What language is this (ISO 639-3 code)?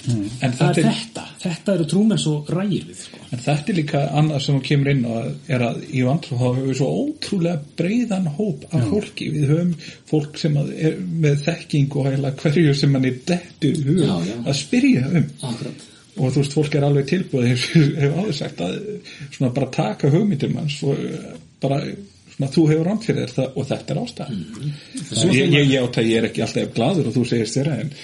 isl